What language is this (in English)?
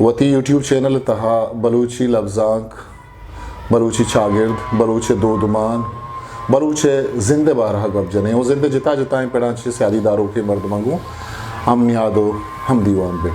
Eastern Balochi